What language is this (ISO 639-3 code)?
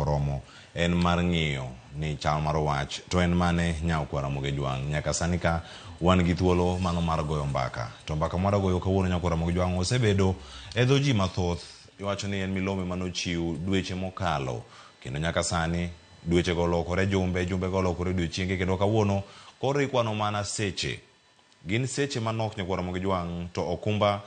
luo